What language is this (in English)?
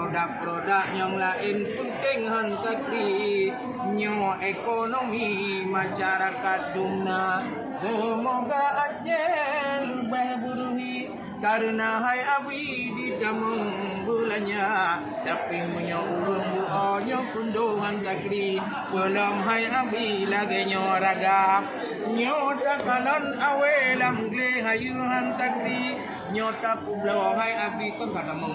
Achinese